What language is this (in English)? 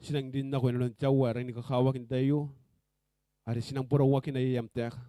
Gilbertese